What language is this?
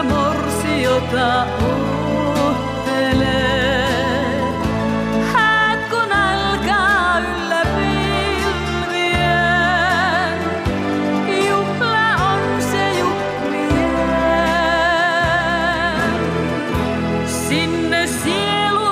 Finnish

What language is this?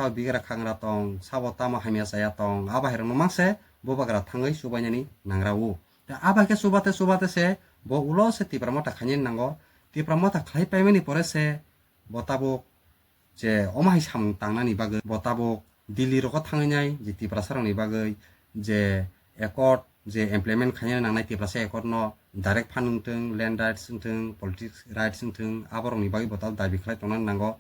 Kok Borok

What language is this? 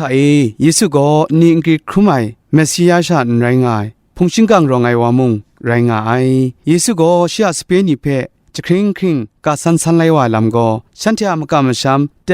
Kachin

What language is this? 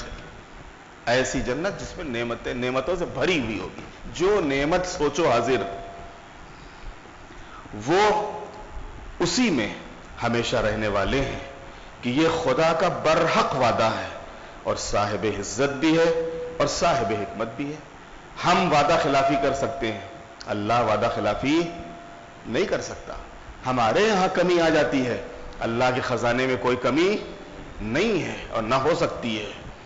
Urdu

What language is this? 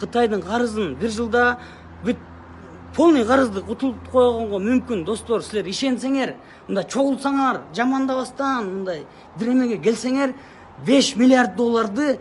Kyrgyz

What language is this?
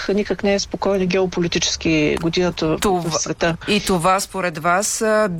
Bulgarian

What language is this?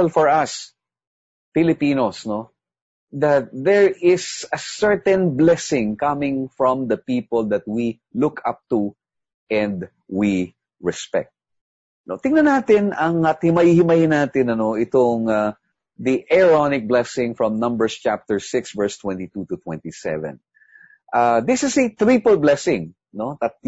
Filipino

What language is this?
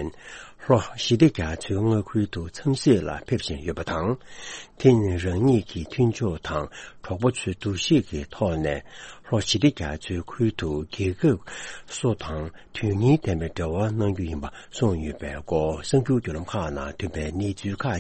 Tibetan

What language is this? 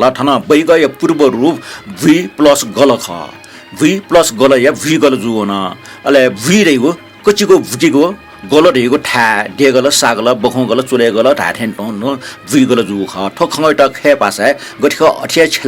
Newari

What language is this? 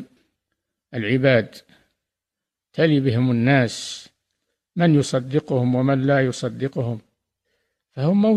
Arabic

